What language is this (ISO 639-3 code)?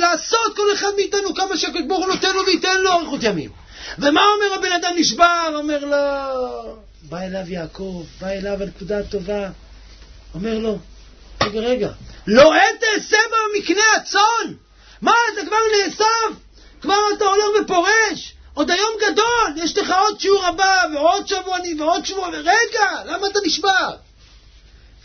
heb